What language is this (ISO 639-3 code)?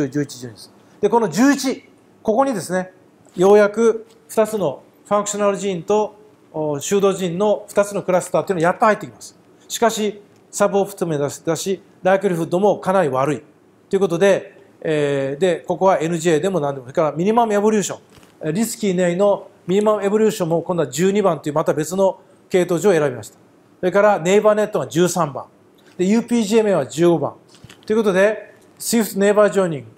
jpn